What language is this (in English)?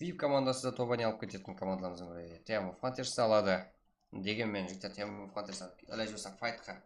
Kara-Kalpak